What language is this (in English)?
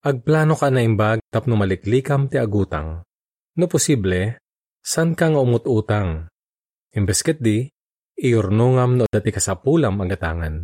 Iloko